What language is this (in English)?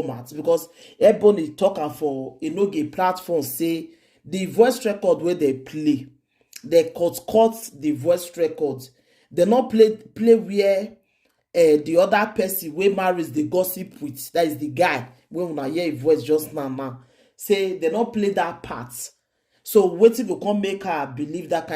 Nigerian Pidgin